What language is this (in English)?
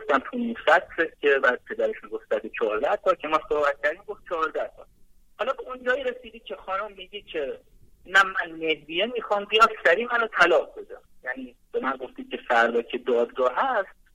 Persian